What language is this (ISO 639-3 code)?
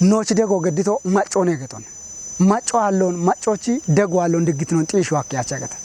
kbr